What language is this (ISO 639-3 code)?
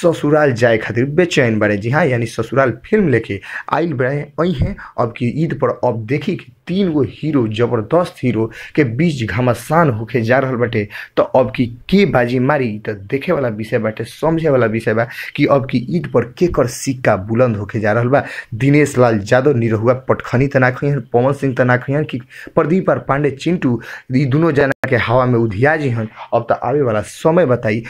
bho